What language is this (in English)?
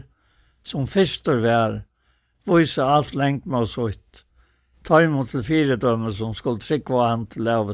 Faroese